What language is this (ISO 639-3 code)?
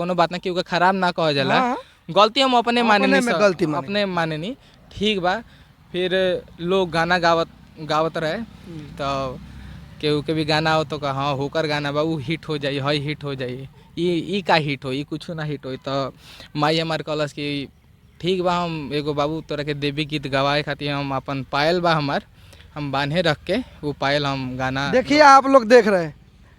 bho